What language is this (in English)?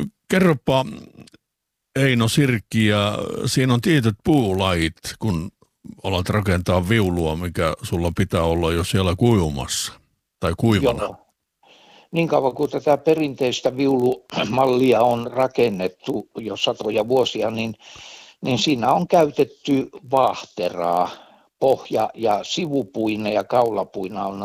Finnish